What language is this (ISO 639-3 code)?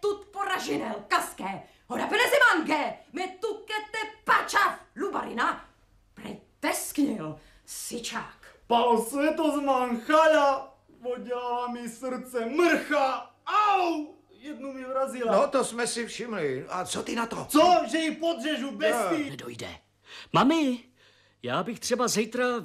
ces